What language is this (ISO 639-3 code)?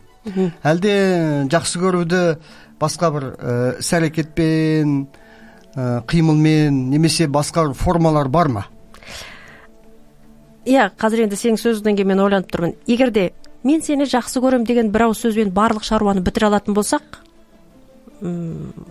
kaz